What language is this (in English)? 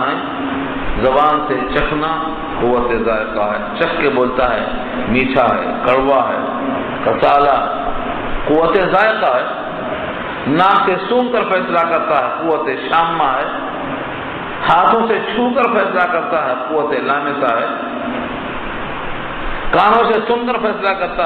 Urdu